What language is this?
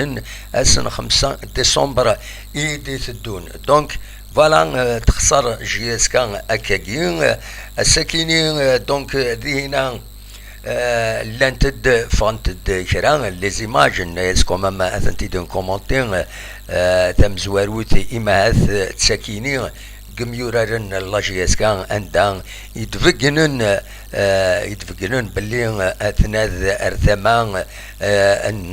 Kabyle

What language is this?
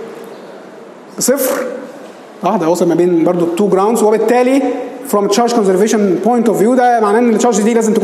Egyptian Arabic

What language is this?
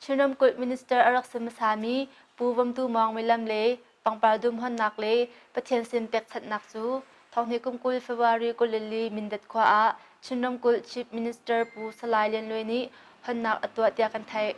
Hakha Chin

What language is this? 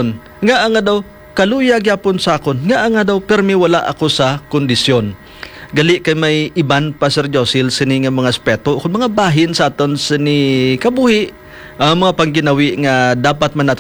Hiligaynon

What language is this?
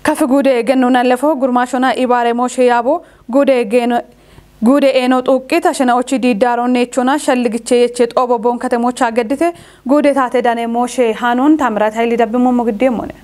Kafa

